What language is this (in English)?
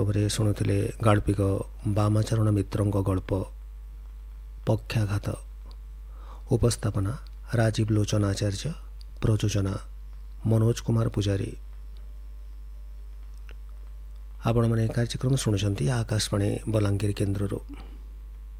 Odia